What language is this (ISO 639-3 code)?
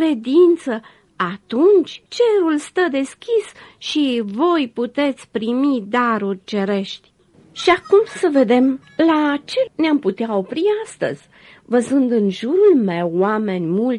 ron